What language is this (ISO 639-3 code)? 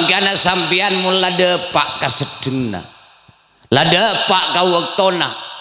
mad